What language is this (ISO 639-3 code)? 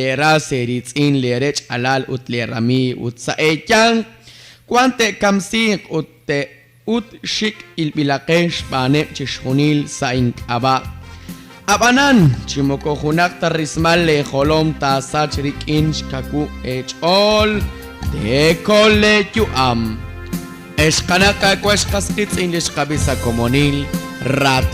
kek